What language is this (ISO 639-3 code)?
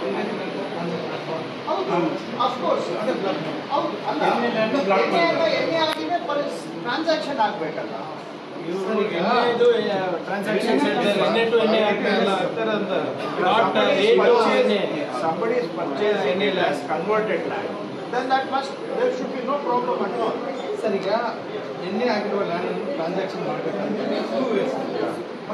kan